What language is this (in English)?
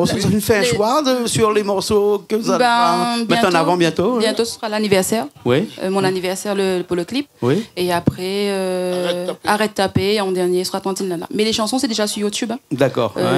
Réunion Creole French